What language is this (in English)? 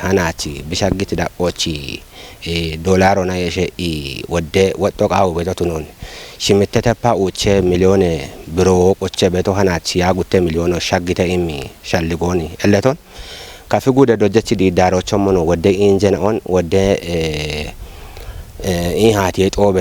Kafa